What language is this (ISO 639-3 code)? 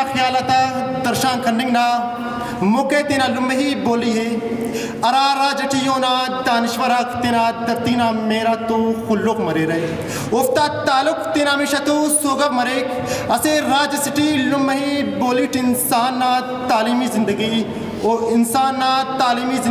brh